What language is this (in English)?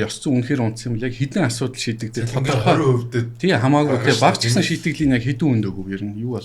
Mongolian